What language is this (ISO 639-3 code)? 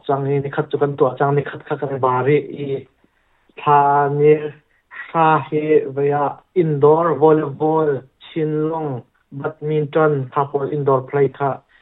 cnh